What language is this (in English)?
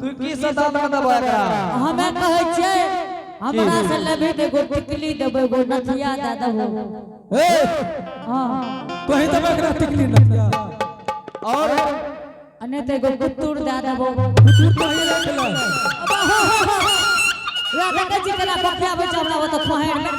Angika